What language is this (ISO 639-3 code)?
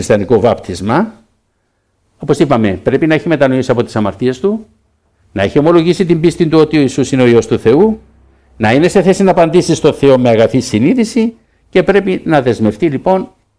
ell